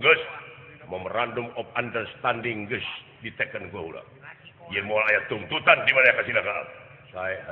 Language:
Sundanese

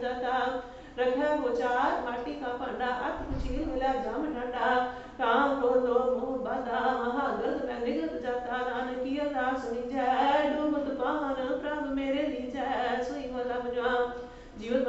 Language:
Punjabi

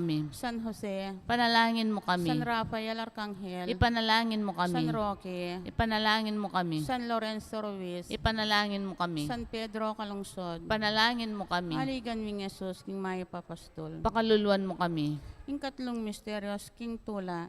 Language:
Pampanga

